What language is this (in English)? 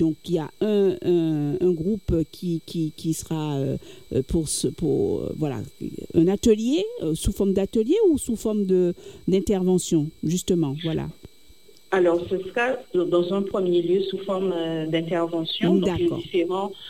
French